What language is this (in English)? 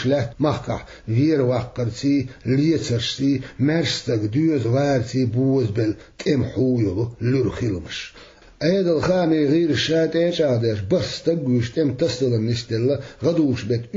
Chechen